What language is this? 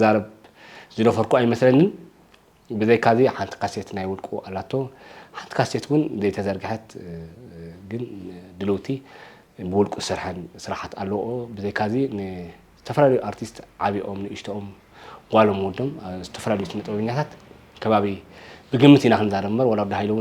Tigrinya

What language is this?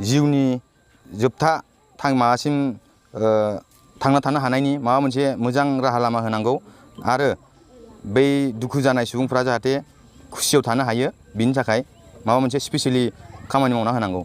Bodo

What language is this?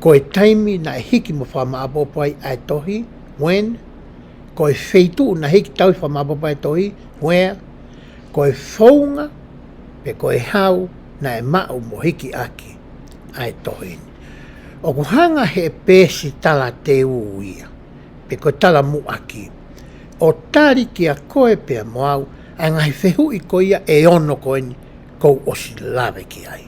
Tongan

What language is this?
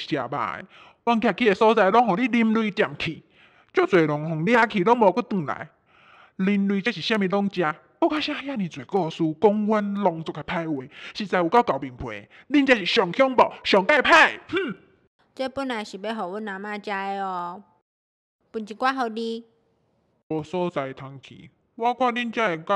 Min Nan Chinese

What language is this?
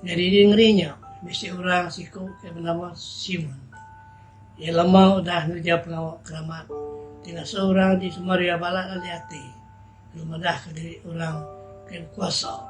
Iban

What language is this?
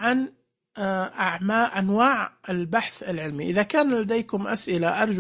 Najdi Arabic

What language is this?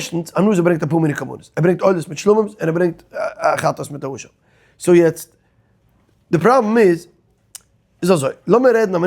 Yiddish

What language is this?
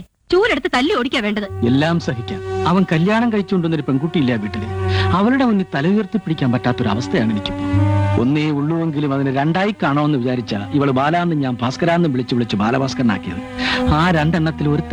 Malayalam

